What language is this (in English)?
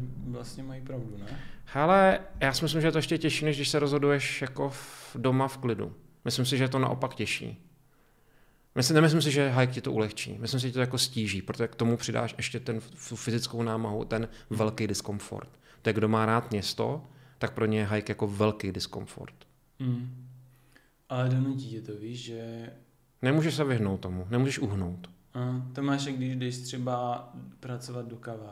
Czech